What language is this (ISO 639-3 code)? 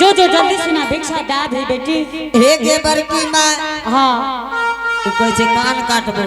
anp